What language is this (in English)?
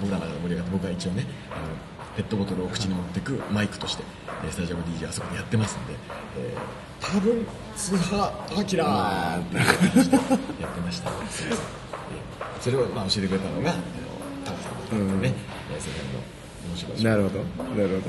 Japanese